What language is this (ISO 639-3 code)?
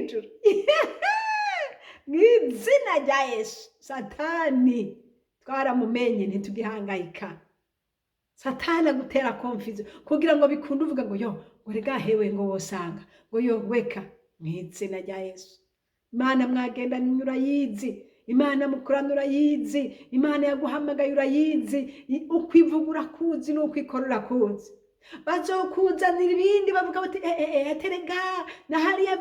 run